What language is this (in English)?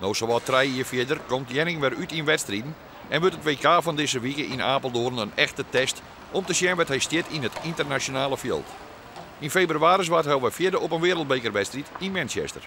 Western Frisian